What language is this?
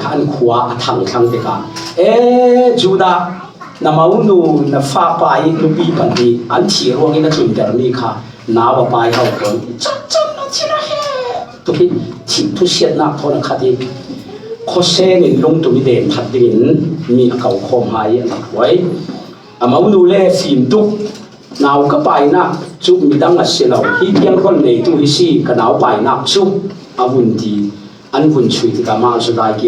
Falam Chin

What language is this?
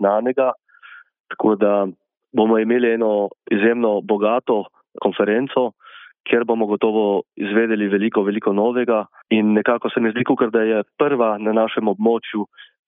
Slovenian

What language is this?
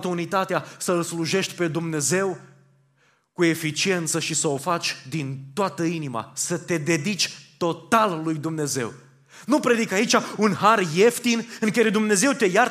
Romanian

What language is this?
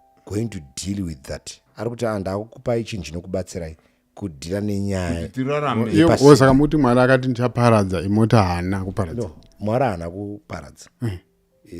Shona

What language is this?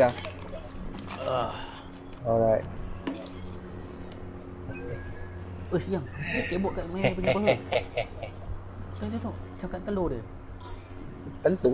Malay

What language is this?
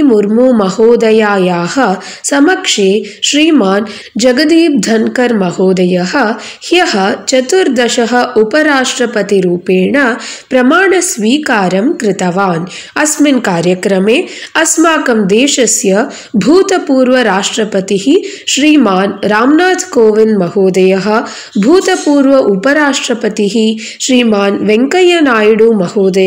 Sanskrit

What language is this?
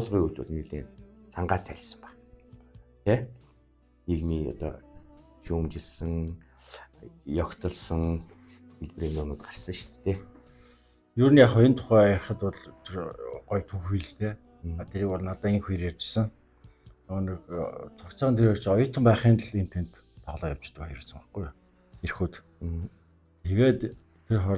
Mongolian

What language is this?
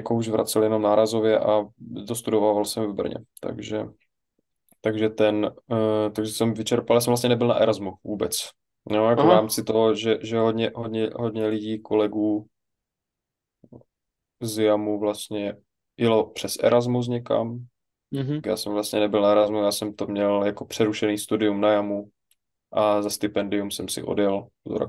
Czech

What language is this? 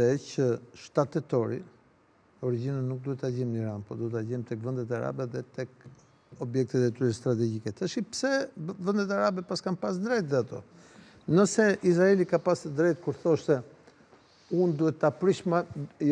Albanian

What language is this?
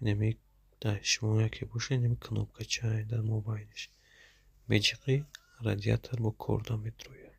Tajik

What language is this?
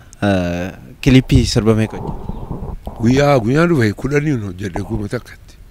Oromo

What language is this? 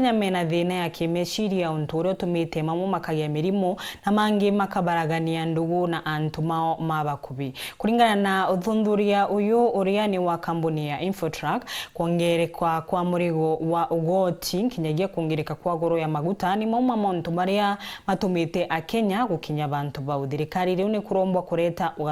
Meru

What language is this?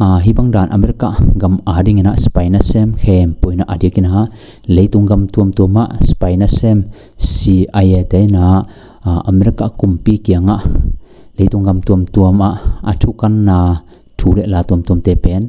Tedim Chin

